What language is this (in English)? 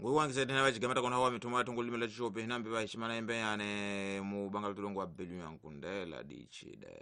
Tsonga